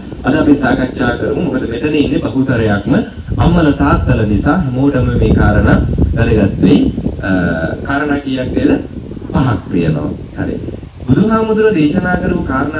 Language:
Sinhala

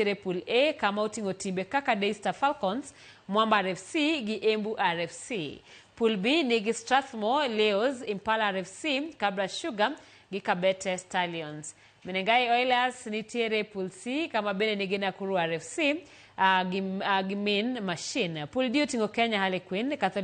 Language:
Luo (Kenya and Tanzania)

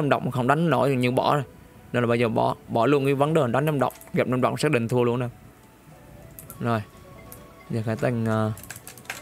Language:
Vietnamese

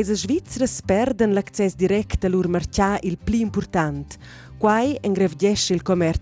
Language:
Romansh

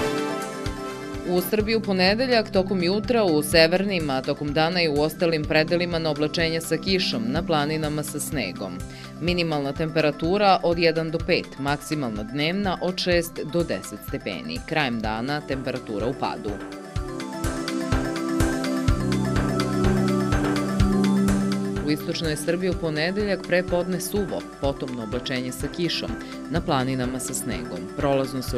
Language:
Serbian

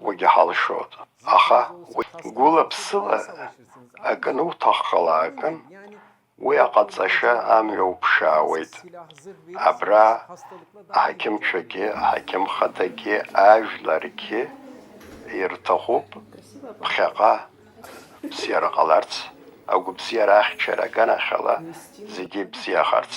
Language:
Abkhazian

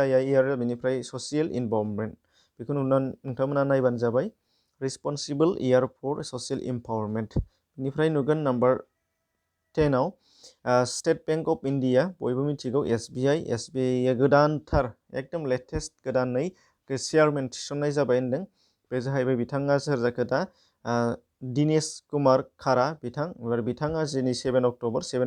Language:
Bodo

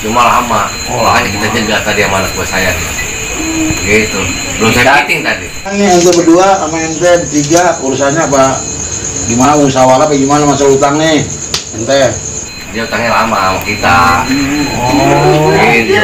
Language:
Betawi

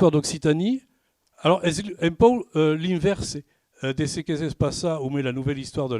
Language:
Occitan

